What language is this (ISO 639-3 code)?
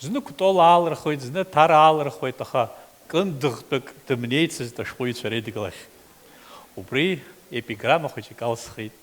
abk